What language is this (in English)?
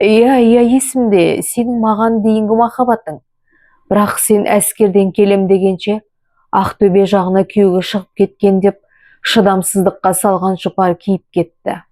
Kazakh